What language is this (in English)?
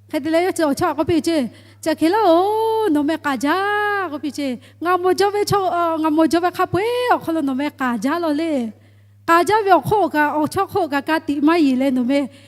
Lahu